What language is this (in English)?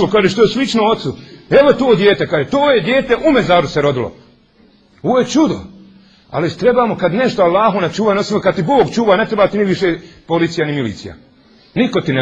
Bosnian